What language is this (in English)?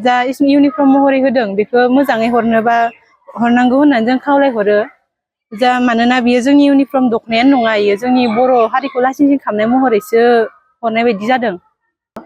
Bodo